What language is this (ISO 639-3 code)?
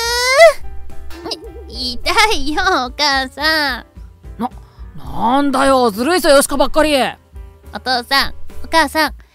jpn